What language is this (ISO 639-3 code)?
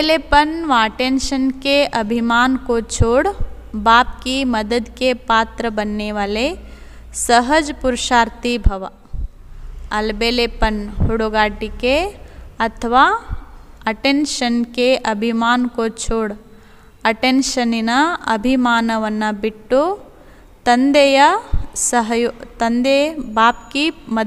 kan